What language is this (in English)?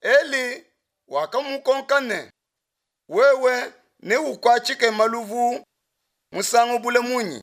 Luba-Lulua